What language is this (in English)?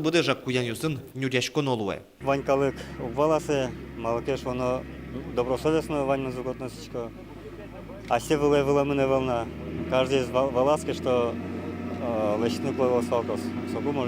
Udmurt